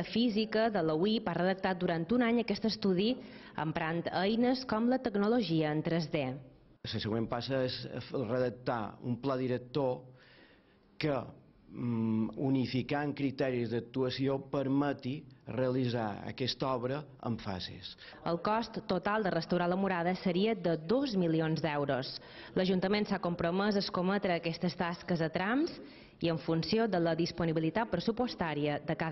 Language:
Catalan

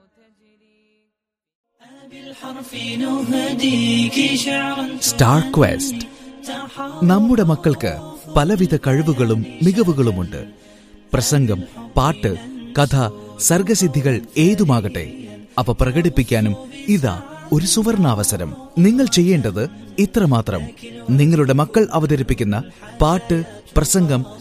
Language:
Malayalam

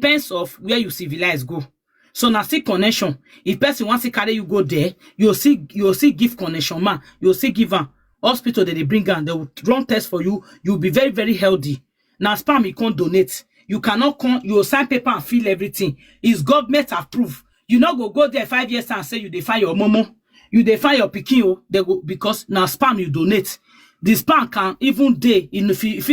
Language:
Nigerian Pidgin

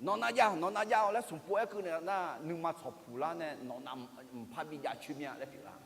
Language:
Akha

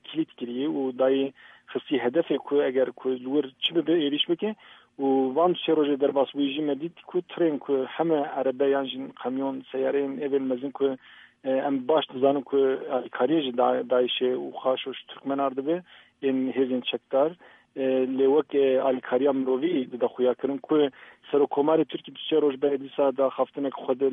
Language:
Kurdish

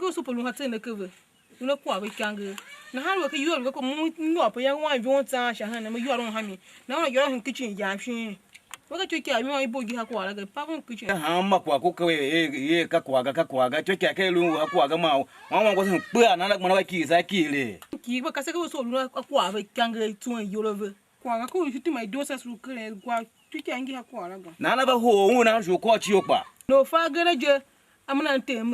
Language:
Tiv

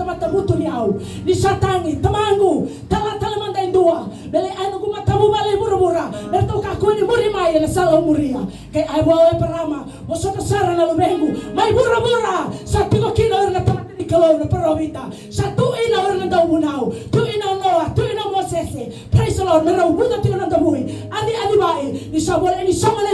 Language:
Fijian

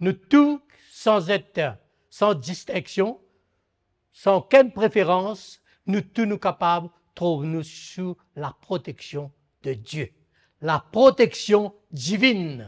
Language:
Morisyen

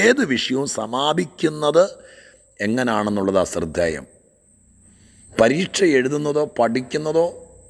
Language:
Malayalam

